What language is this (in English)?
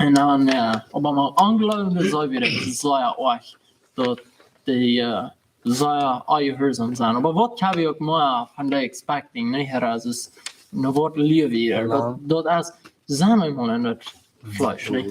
Plautdietsch